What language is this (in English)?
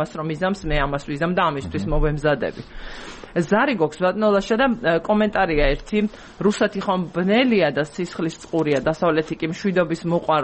Georgian